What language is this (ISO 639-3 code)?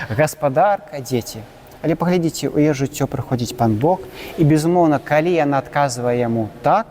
bel